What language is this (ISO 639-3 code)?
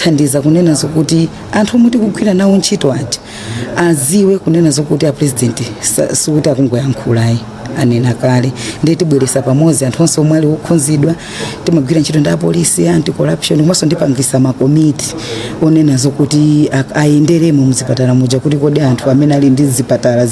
nya